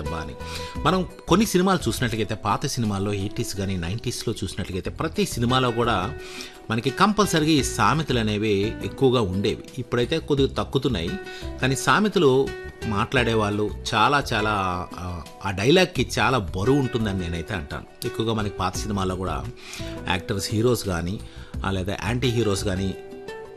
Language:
Telugu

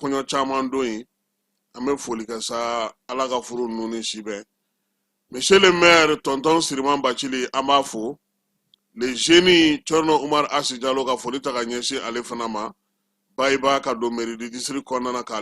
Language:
Bambara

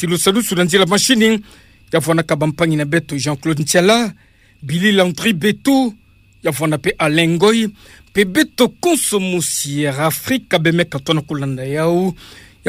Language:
Kituba (Democratic Republic of Congo)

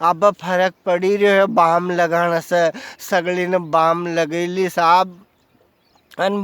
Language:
Rajasthani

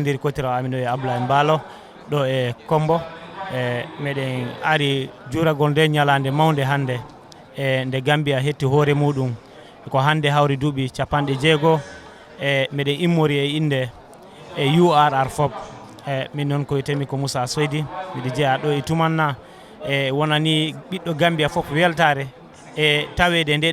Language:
Fula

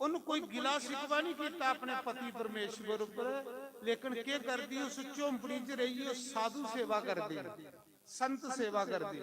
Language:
Dogri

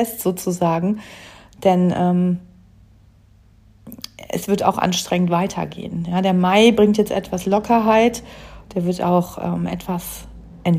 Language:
German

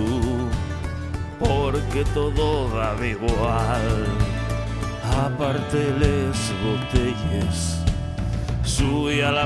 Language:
Asturian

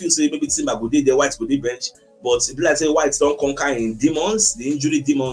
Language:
Nigerian Pidgin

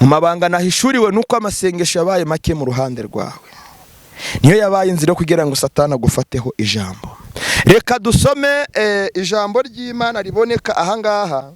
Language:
Kinyarwanda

